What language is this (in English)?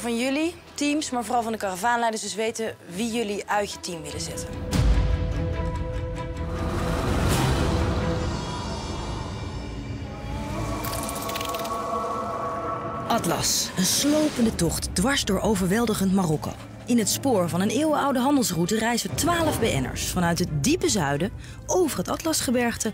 Dutch